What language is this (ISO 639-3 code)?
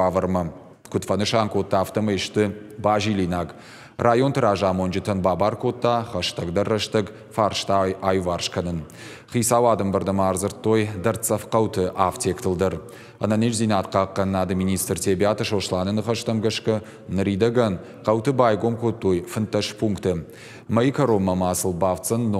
oss